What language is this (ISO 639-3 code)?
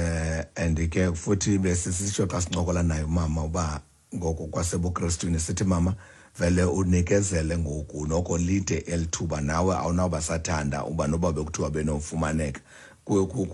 xho